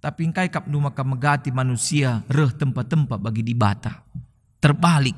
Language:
Batak Karo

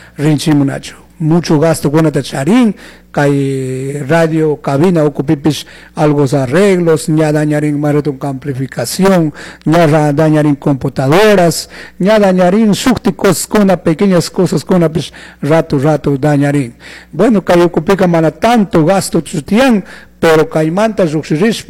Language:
Chimborazo Highland Quichua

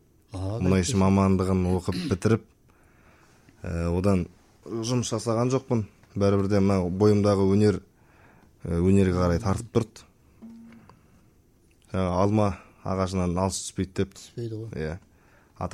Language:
Kazakh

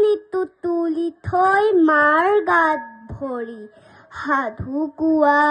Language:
Assamese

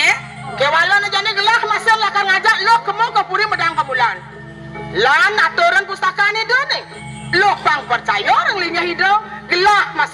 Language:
Balinese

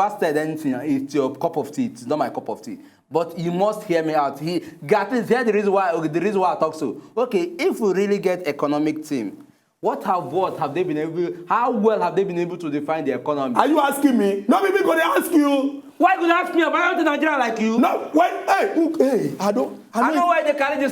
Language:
Nigerian Pidgin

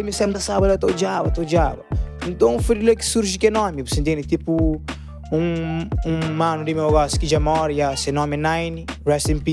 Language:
Kabuverdianu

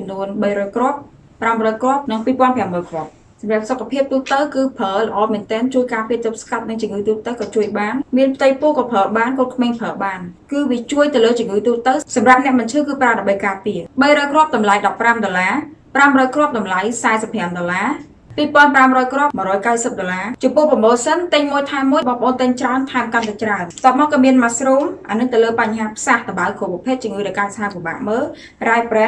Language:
Khmer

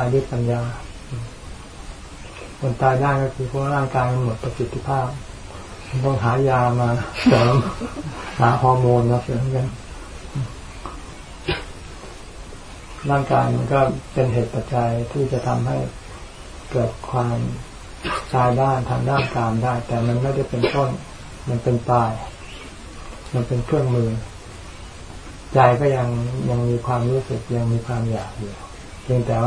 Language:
Thai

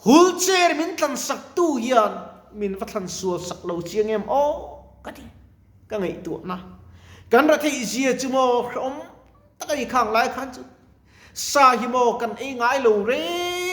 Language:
Mizo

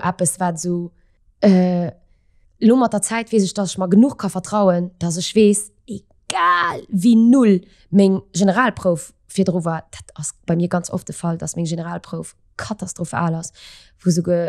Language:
Luxembourgish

